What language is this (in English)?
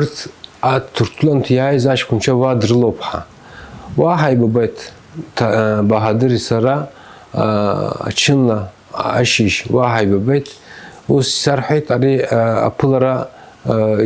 Abkhazian